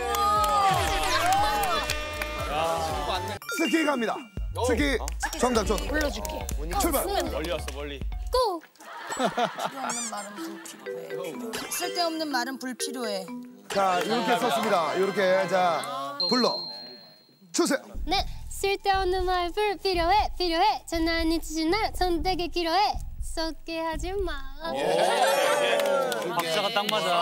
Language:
Korean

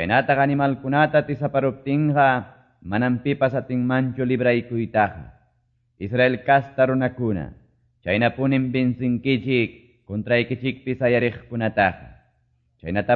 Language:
Quechua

